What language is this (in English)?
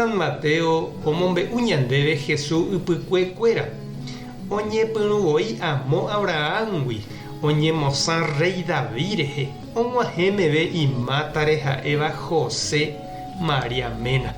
Guarani